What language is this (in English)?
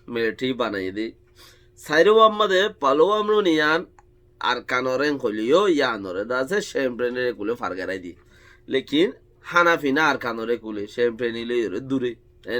Rohingya